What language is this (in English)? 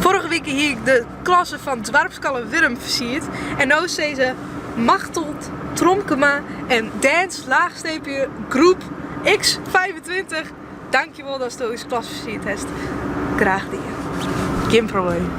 Western Frisian